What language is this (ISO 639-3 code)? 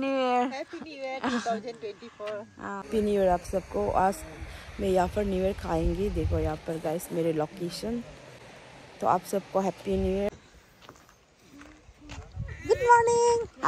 hin